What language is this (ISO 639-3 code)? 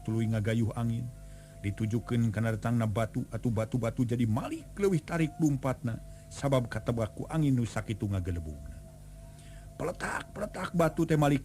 sun